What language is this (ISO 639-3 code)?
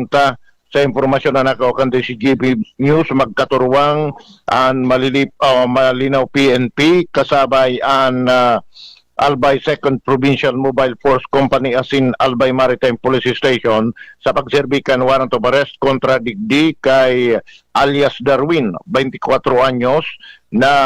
bik